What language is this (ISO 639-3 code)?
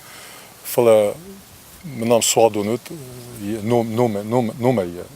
oss